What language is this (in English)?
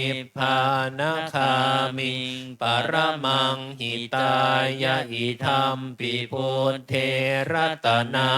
Pali